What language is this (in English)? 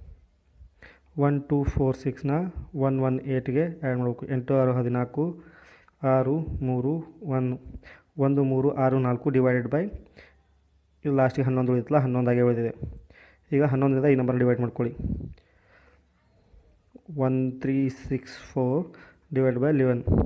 Kannada